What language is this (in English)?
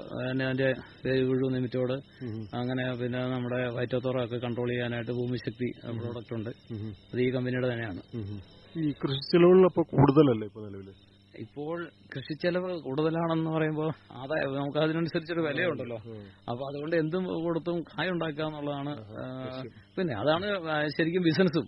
Malayalam